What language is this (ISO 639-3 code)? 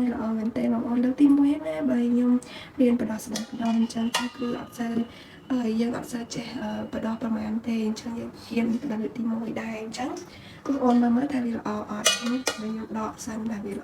khm